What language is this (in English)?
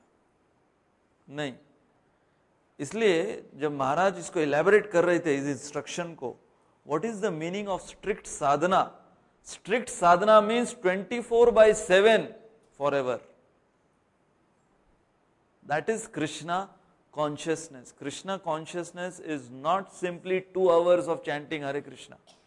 Hindi